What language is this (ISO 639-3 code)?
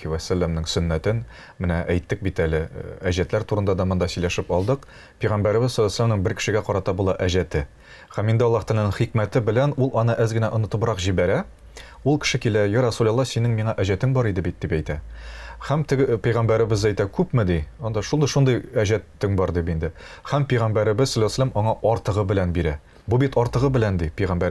tat